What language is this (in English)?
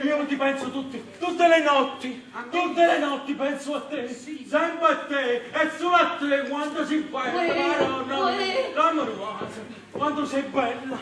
Neapolitan